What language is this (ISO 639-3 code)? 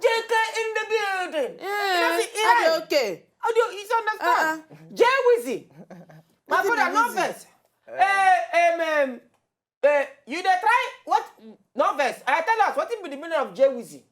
pcm